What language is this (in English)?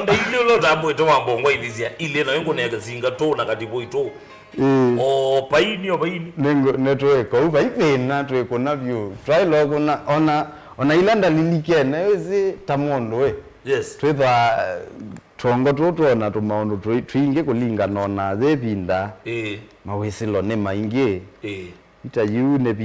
Kamba